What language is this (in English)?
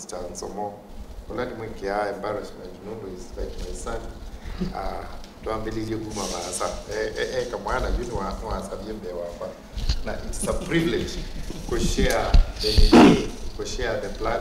Kamba